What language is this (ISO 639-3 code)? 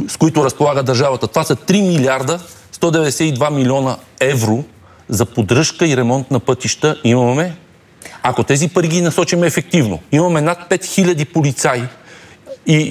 bul